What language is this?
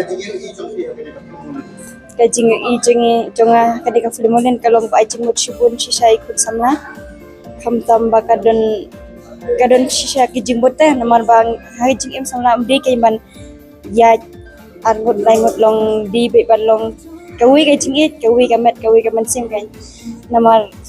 Khasi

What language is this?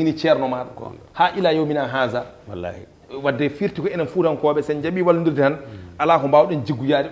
Fula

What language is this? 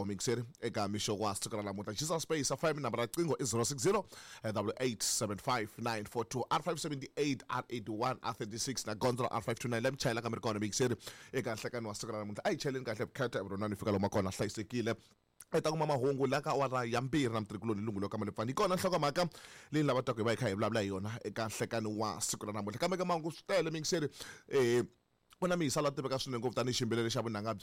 Tsonga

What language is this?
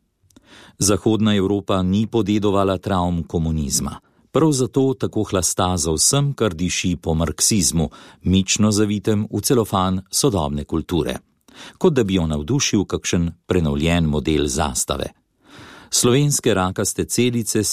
Slovenian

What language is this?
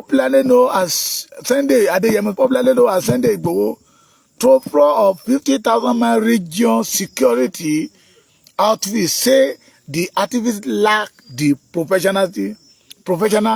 Yoruba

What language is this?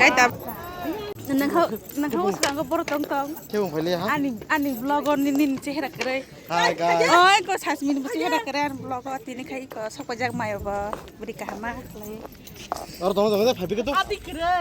Kok Borok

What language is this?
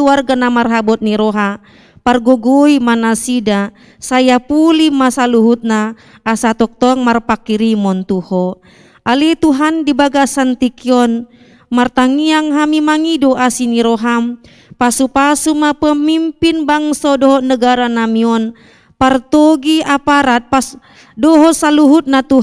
Batak Toba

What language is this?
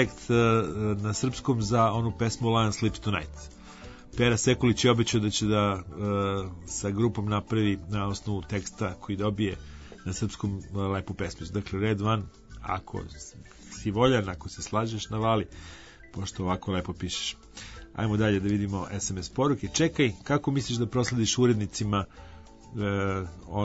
Serbian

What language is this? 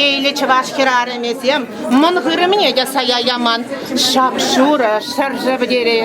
Chuvash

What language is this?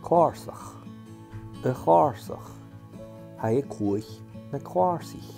Scottish Gaelic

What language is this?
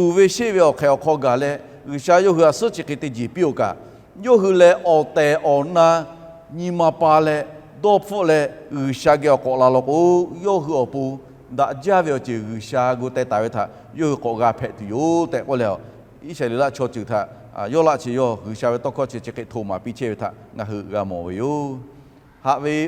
Lahu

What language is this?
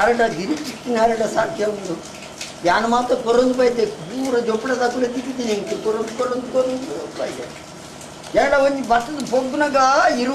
Tulu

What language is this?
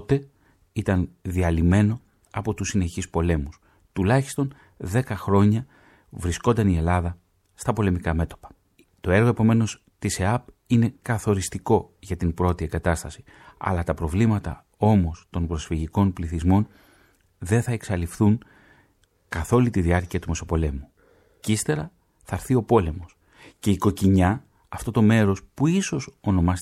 Greek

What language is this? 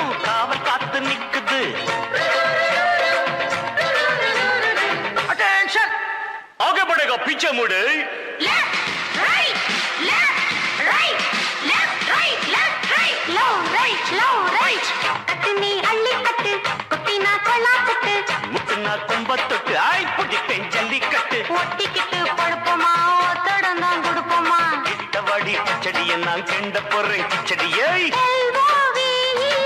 Tamil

